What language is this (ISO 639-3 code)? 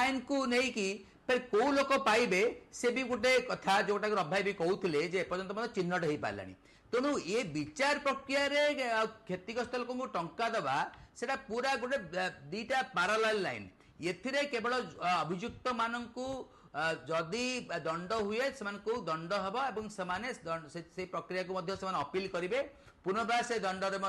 ori